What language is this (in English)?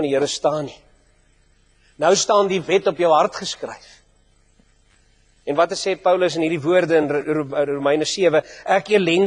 Afrikaans